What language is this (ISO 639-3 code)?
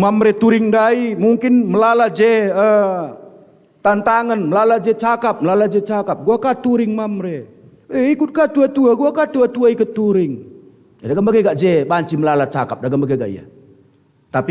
btx